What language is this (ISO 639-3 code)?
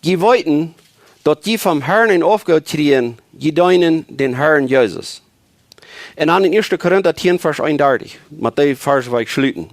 pdt